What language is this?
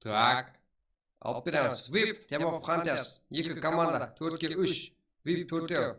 Kara-Kalpak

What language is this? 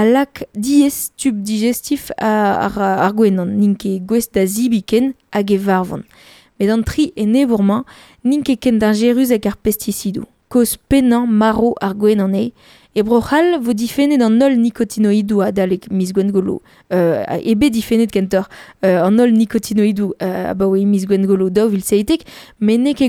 Breton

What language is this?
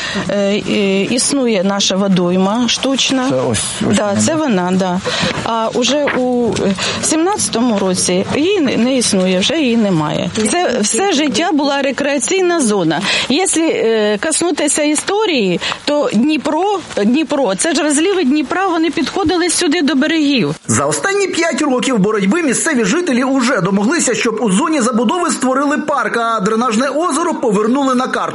Ukrainian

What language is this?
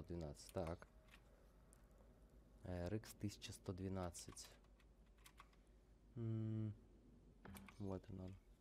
Russian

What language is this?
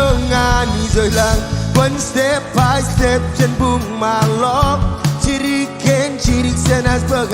Marshallese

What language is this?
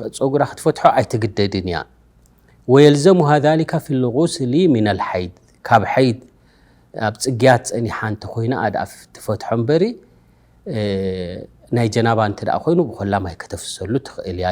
Tigrinya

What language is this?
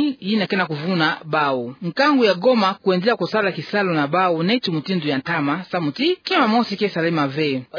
Kituba (Democratic Republic of Congo)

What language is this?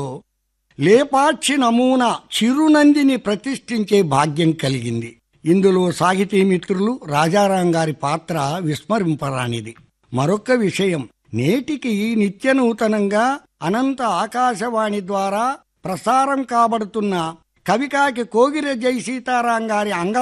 Telugu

